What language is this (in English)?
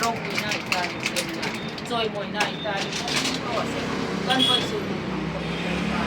Hmar